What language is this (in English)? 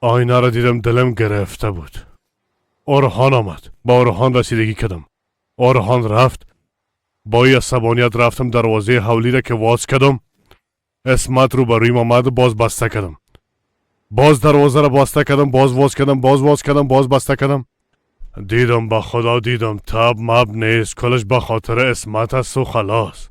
Persian